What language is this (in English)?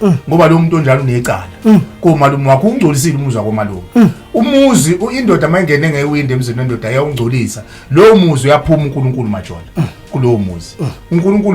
Zulu